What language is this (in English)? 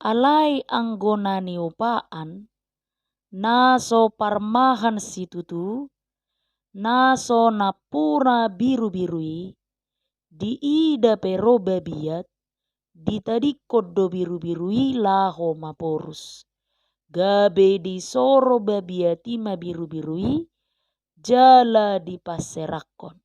Batak Toba